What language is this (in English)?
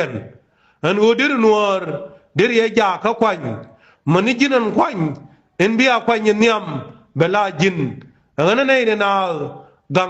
Nuer